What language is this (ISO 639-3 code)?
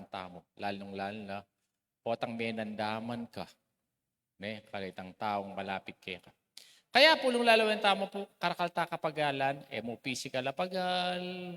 pam